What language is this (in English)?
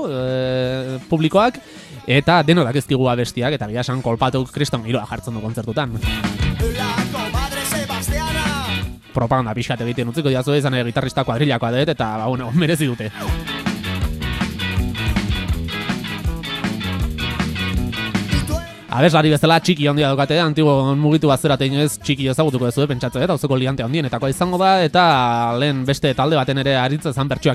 Basque